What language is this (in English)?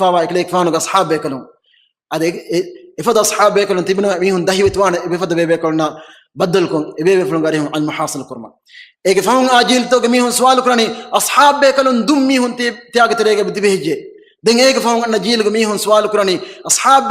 Divehi